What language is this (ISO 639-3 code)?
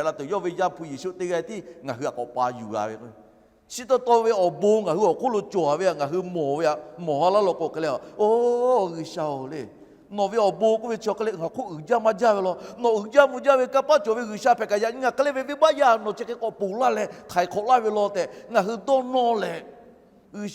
lhu